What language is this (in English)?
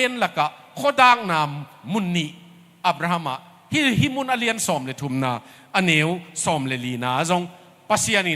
Tedim Chin